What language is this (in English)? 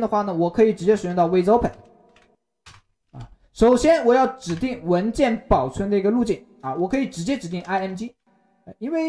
Chinese